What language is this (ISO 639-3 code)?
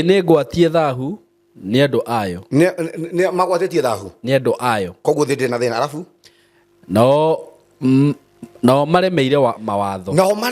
kik